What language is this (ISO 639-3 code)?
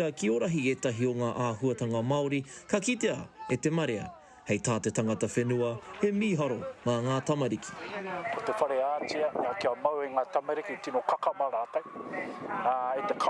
mri